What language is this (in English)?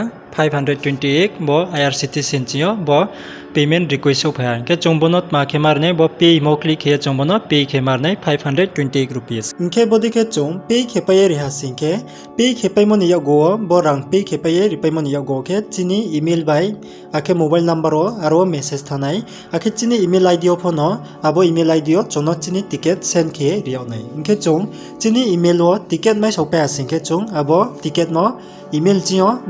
Riang (India)